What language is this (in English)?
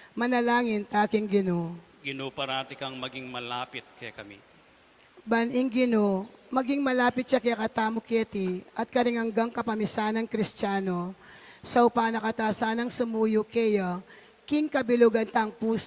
Pampanga